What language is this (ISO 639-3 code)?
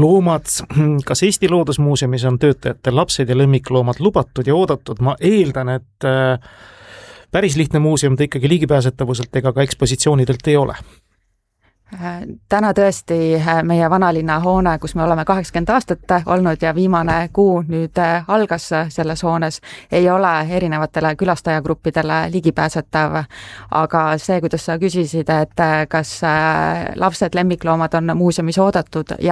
est